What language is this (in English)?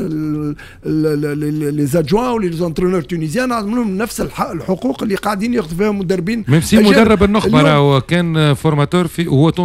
Tunisian Arabic